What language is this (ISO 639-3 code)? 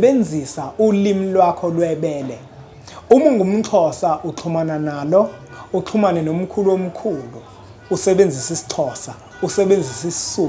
zul